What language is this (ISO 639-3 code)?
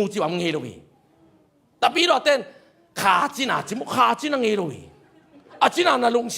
ctd